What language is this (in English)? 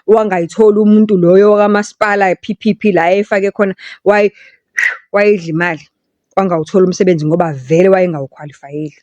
Zulu